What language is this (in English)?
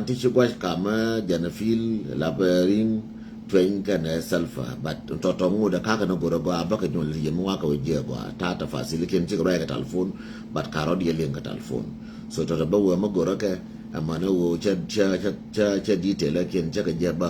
Nuer